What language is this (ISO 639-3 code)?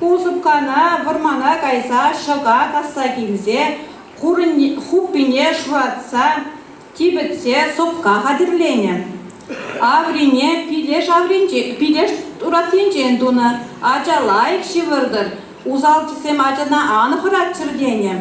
chv